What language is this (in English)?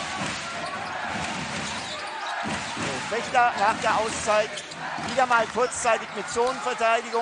German